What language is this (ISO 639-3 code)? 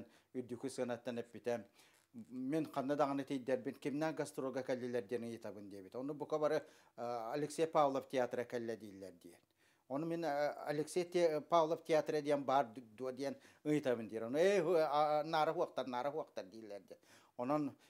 sah